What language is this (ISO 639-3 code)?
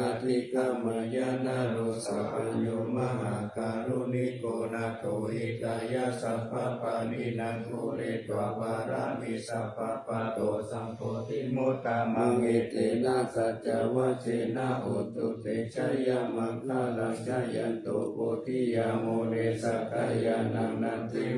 pli